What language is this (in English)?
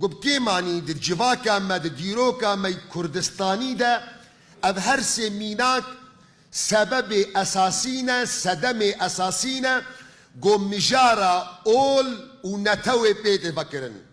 Kurdish